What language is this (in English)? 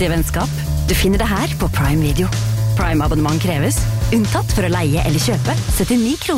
Norwegian